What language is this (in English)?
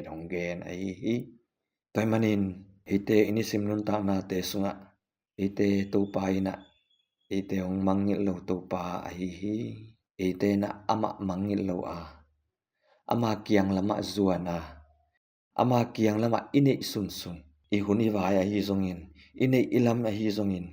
Tedim Chin